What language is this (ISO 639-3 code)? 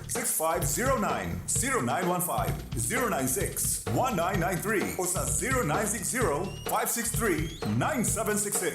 bik